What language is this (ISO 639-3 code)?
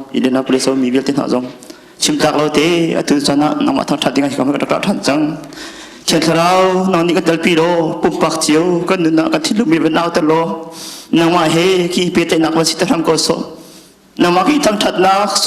cnh